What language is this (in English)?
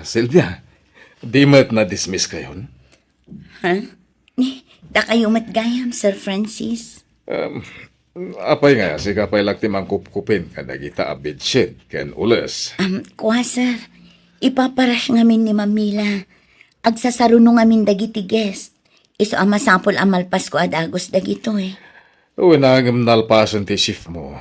Iloko